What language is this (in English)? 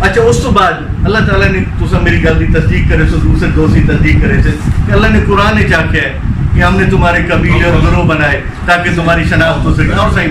Saraiki